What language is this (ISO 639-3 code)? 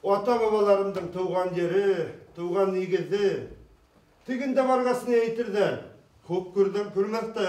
bak